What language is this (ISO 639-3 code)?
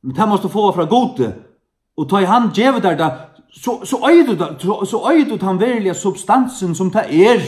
fao